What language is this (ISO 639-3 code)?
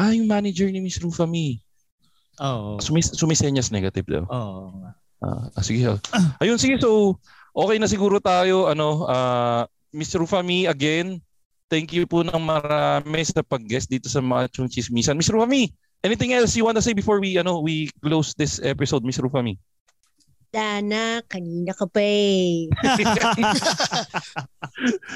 fil